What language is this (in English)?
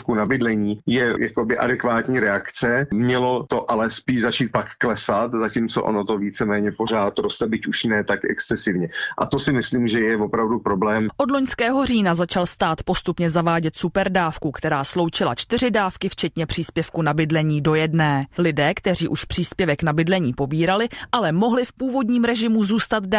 Czech